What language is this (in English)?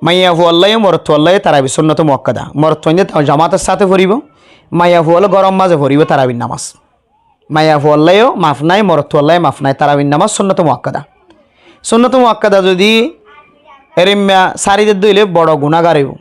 Rohingya